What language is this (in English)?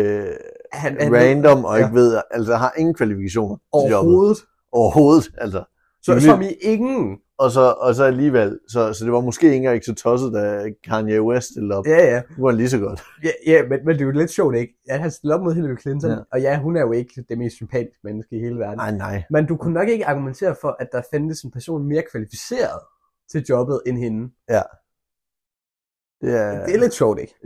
Danish